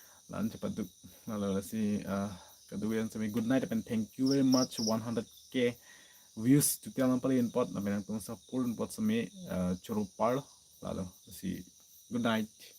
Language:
Karbi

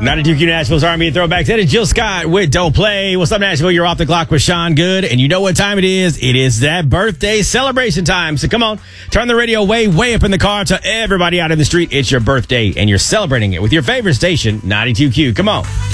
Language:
English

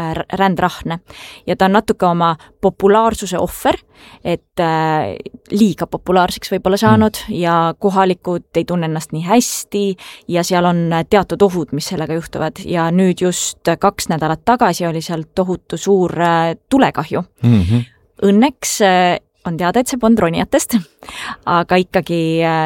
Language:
Estonian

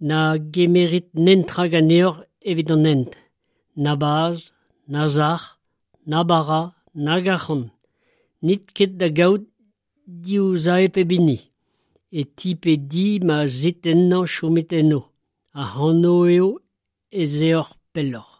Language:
Breton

